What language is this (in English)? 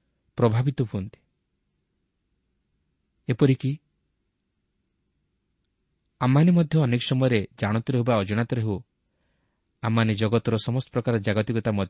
Odia